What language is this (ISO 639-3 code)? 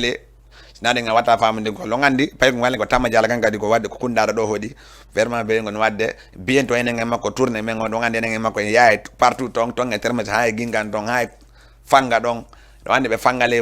ful